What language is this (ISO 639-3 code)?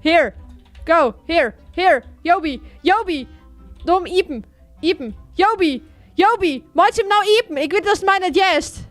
fry